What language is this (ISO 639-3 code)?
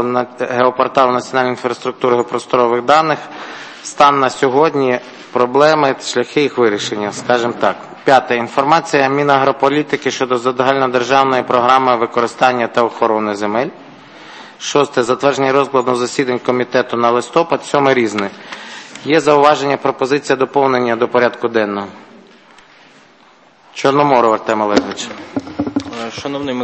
ukr